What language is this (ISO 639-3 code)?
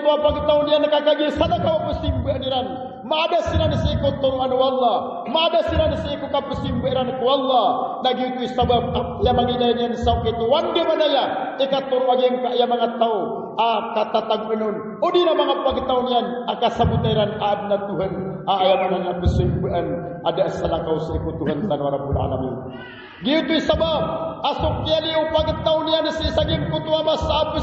mrw